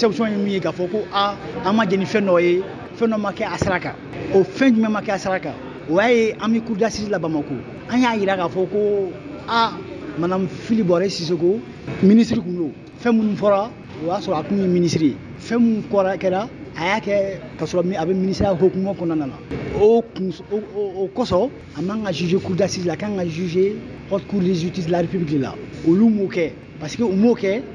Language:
Bambara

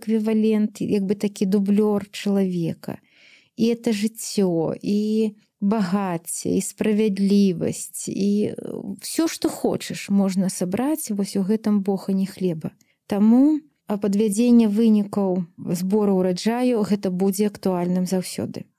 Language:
Belarusian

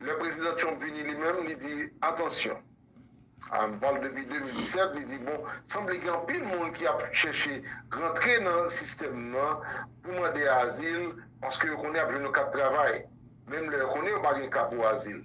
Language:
Haitian Creole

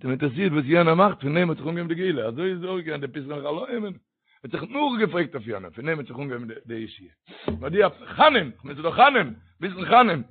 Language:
Yiddish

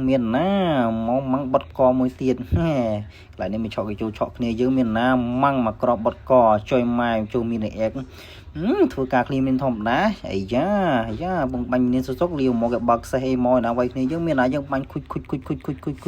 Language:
Khmer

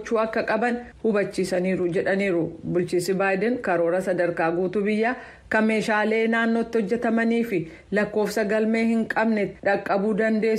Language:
Oromo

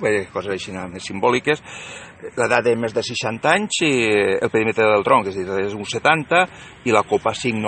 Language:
Catalan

